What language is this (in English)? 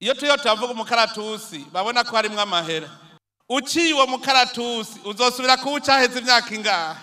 Rundi